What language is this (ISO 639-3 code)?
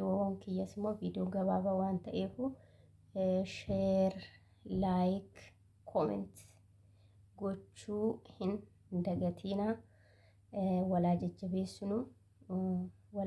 orm